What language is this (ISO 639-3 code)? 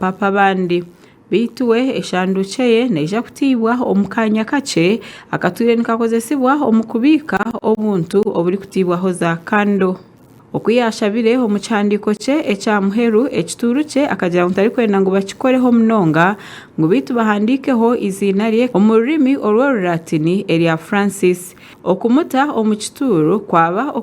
nyn